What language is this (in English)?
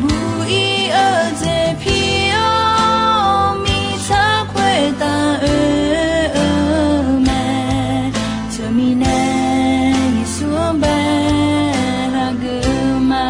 Akha